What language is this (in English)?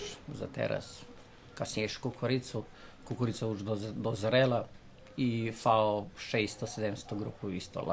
Rusyn